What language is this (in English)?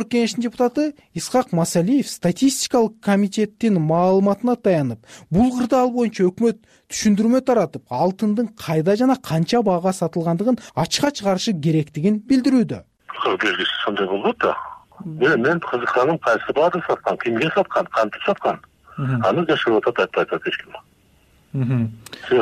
Kyrgyz